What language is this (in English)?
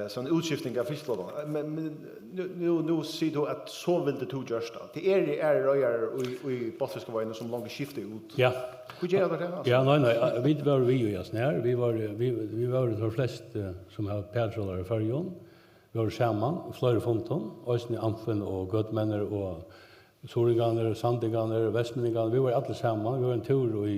Faroese